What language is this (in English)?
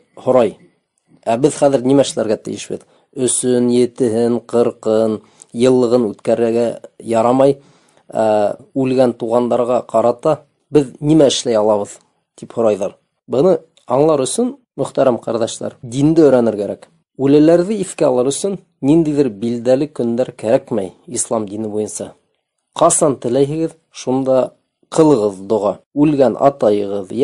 Bashkir